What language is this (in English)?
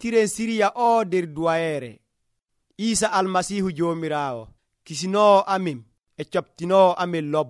Nigerian Fulfulde